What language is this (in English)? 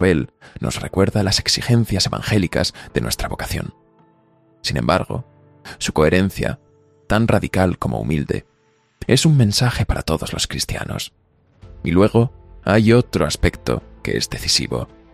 Spanish